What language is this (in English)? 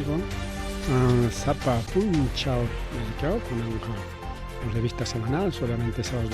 Ayacucho Quechua